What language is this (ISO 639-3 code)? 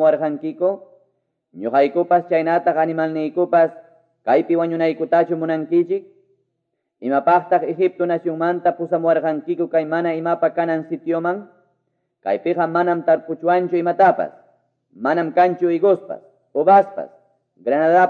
que